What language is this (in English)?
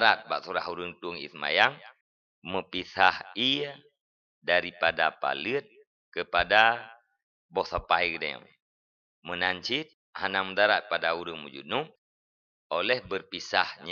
Achinese